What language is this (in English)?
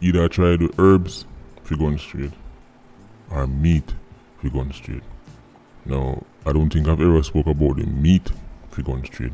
Jamaican Creole English